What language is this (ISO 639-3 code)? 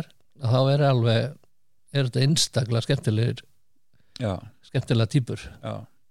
isl